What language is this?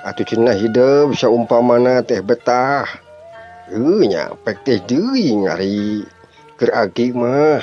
Sundanese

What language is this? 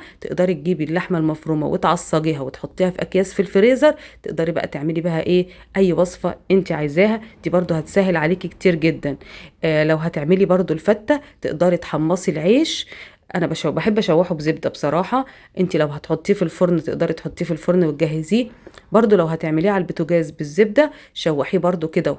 Egyptian Arabic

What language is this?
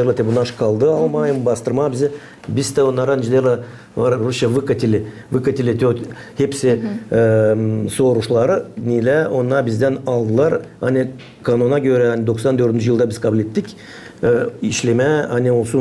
Gagauz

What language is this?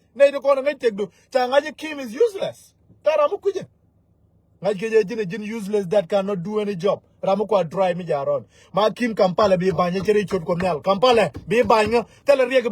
Nuer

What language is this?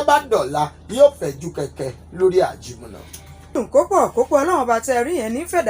Yoruba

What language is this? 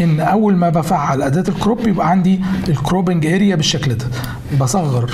Egyptian Arabic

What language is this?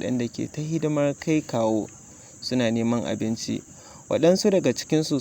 Hausa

